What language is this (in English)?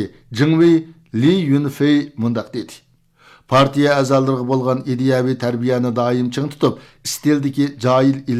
Uyghur